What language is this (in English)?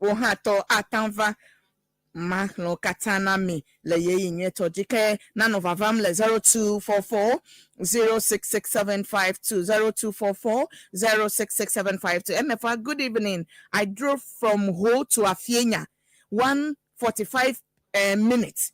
Ewe